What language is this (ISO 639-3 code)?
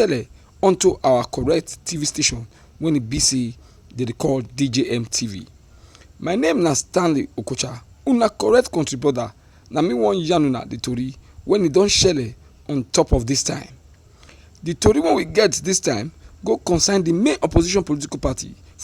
pcm